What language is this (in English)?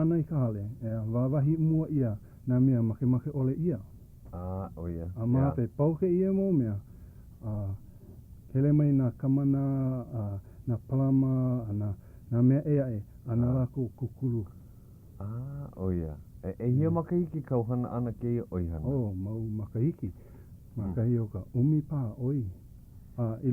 Hawaiian